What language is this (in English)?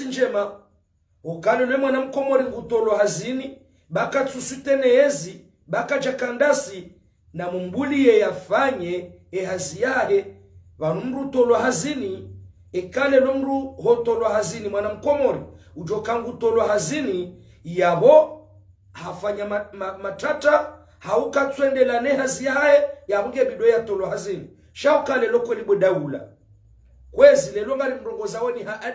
Ngazidja Comorian